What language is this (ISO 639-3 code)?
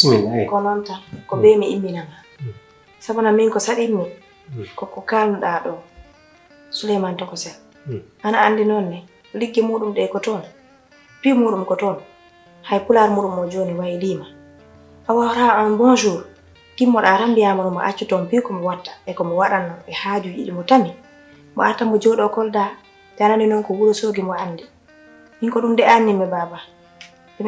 ful